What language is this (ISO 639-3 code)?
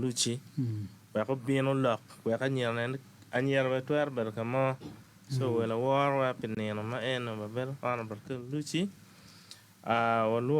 ach